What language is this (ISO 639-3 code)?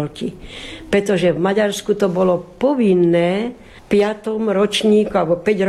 slk